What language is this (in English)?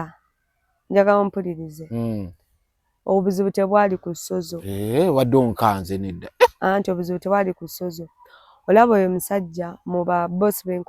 Ganda